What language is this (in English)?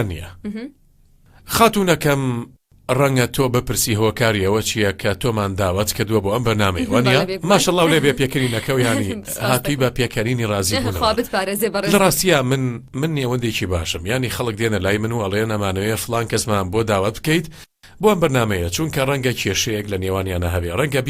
Central Kurdish